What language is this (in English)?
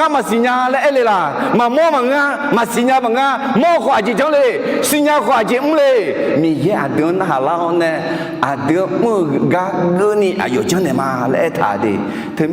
Akha